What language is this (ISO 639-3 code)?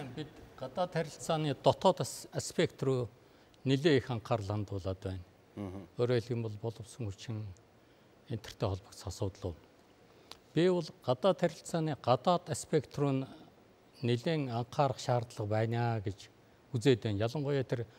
mon